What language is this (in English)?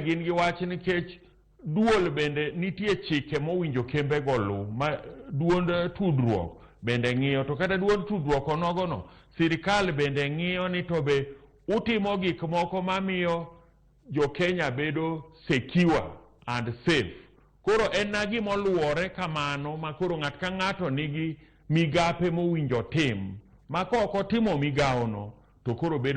Luo (Kenya and Tanzania)